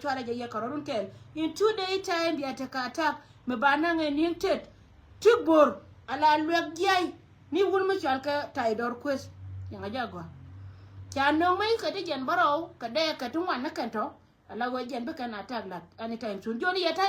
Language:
Nuer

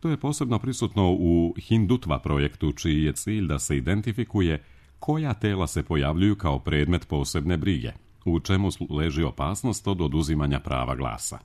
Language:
Serbian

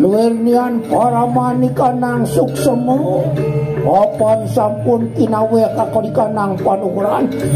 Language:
Balinese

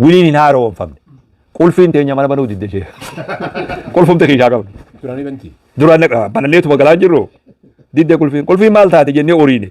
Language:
Oromo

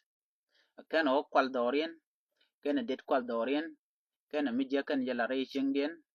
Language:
Nuer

